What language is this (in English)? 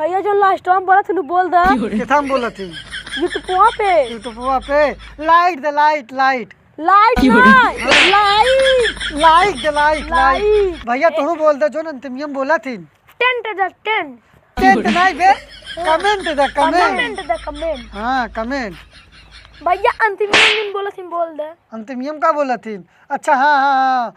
Awadhi